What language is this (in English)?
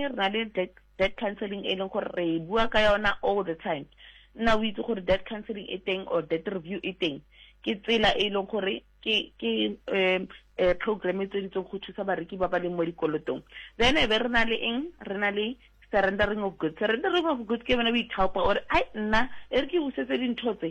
Southern Sotho